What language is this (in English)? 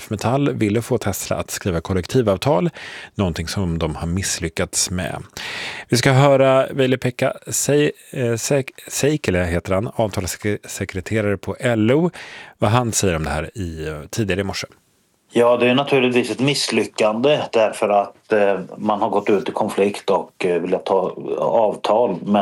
Swedish